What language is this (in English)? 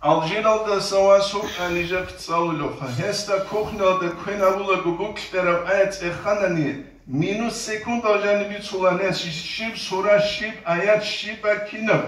Avaric